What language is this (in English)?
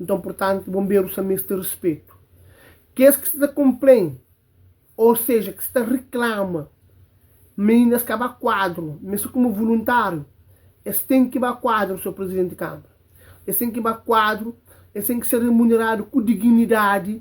Kabuverdianu